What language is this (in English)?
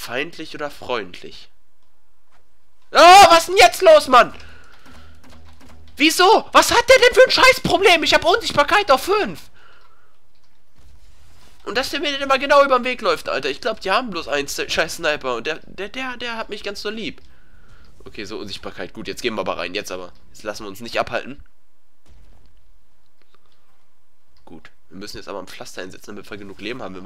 German